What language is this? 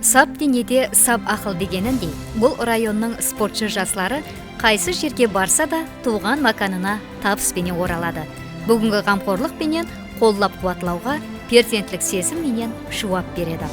Kara-Kalpak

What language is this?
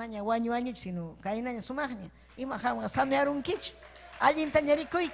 Ayacucho Quechua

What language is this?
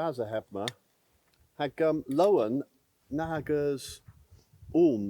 Cornish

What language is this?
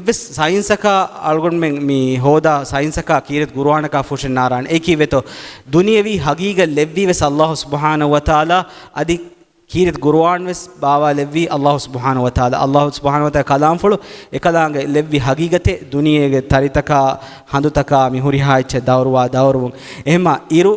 Divehi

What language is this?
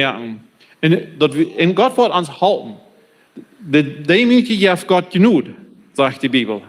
Plautdietsch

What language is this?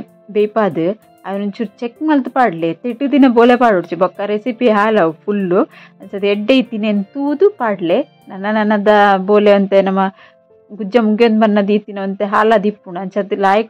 Tulu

